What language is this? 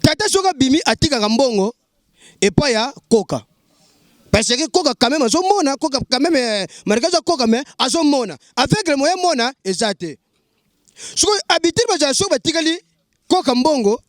Lingala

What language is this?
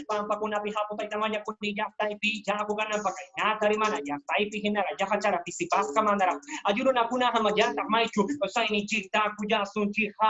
Quechua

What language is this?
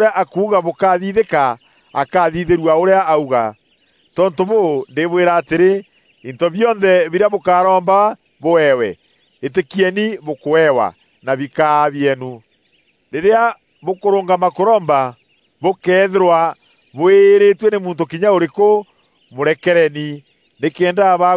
Meru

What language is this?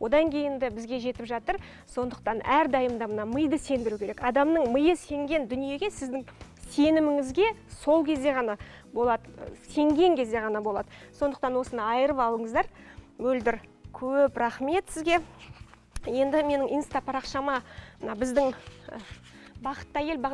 Kazakh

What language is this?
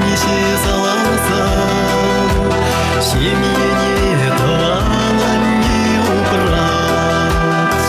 Chuvash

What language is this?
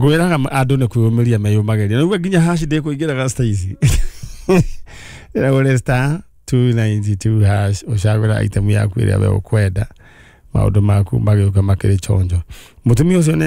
Kikuyu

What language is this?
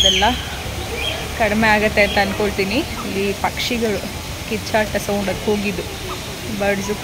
Kannada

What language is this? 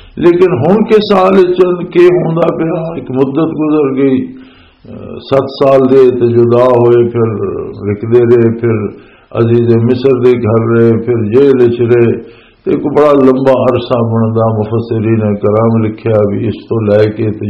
Western Panjabi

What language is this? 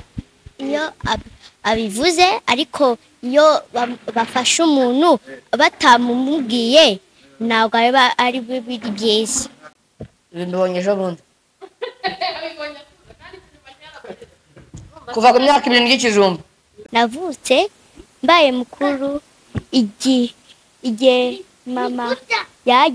Kinyarwanda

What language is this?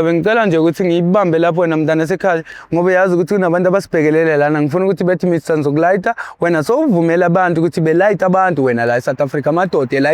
Zulu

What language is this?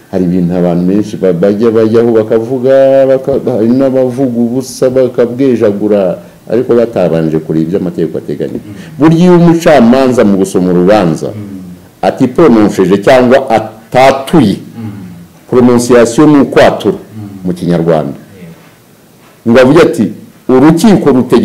Kinyarwanda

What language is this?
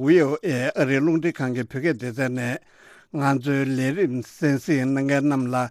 Tibetan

